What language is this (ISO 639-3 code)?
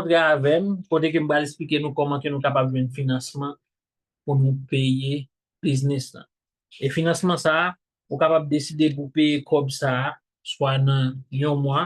hat